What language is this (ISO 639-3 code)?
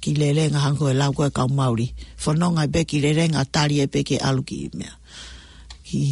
ton